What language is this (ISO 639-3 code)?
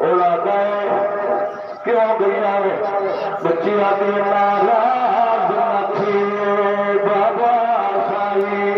skr